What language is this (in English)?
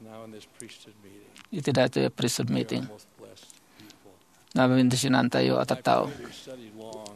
Iloko